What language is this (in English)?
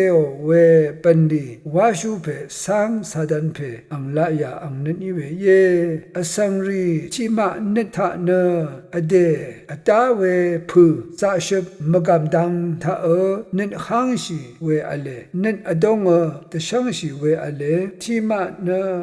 Rawang